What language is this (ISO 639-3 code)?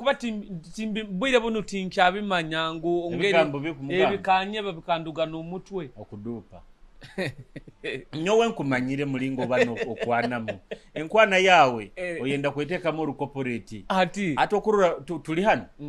nyo